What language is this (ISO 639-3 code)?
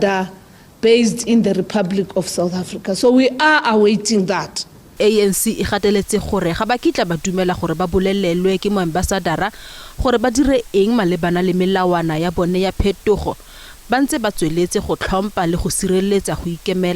tsn